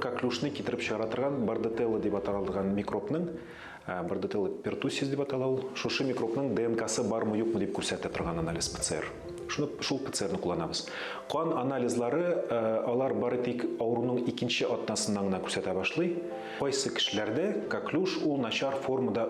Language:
Tatar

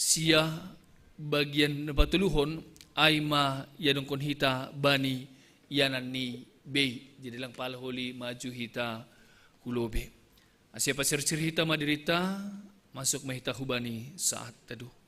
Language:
Batak Simalungun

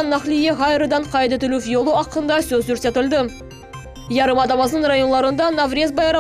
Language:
Crimean Tatar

